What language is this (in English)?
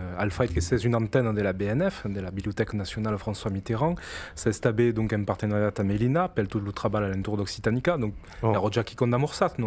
Occitan